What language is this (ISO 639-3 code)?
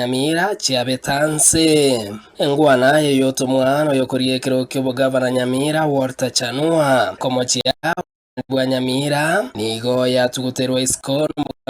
guz